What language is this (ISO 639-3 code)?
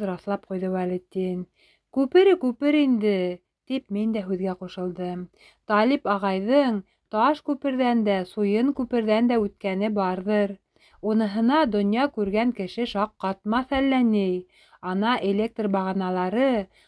bak